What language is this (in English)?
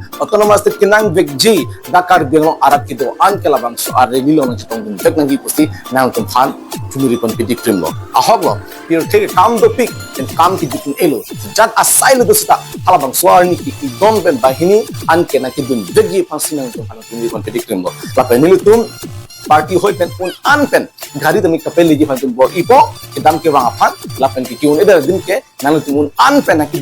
Karbi